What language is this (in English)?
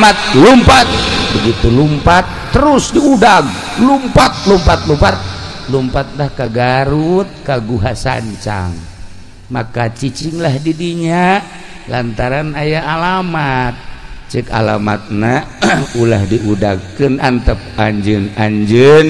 Sundanese